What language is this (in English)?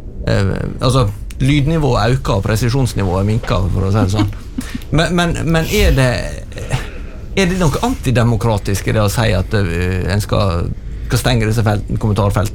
Norwegian